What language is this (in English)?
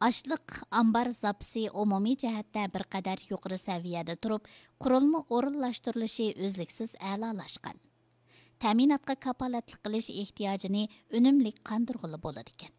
Uyghur